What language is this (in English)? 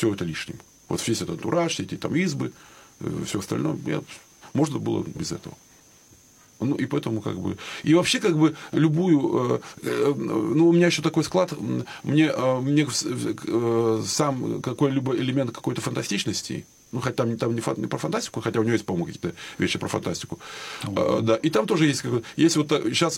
Russian